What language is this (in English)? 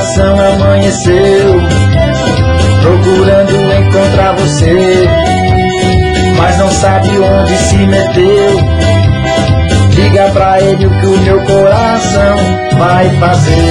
Portuguese